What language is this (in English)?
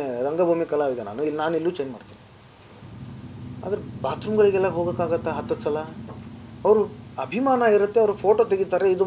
Kannada